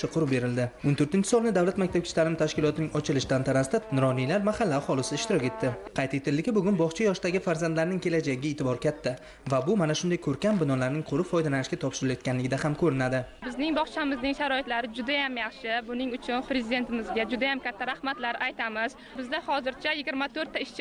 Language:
Uzbek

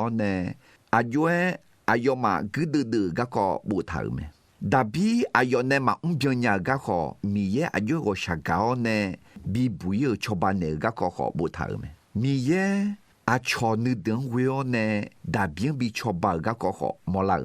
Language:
Akha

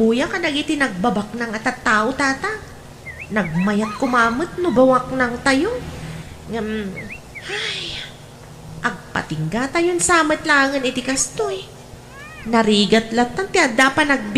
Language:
Iloko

